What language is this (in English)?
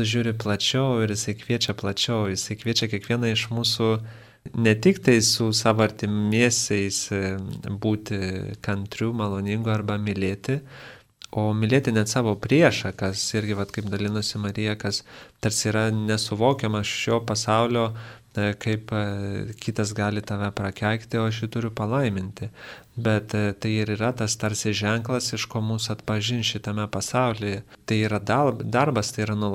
Lithuanian